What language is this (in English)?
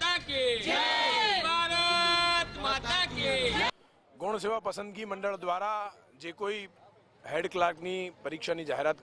Gujarati